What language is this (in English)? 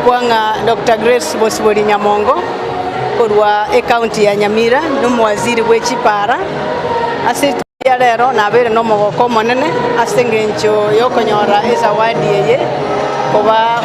Gusii